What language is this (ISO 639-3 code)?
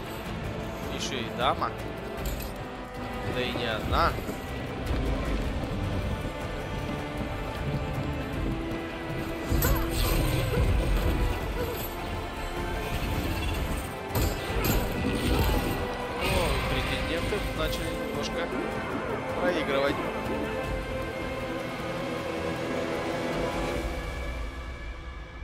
rus